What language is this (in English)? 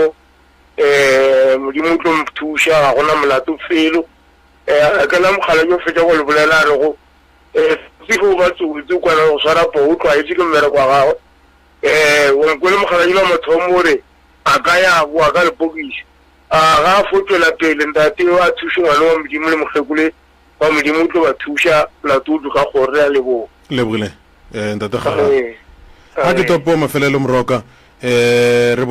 Northern Sotho